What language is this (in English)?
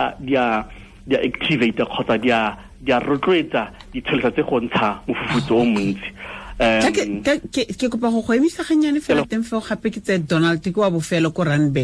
Tswana